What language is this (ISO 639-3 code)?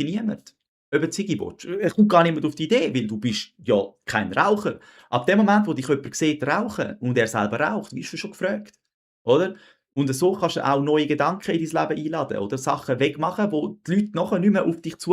gsw